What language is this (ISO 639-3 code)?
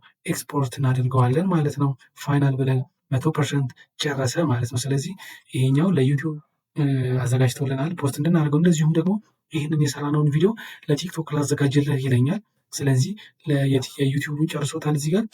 amh